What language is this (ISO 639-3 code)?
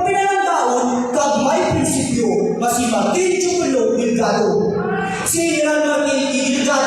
hil